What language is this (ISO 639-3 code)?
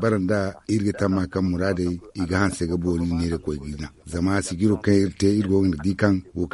dje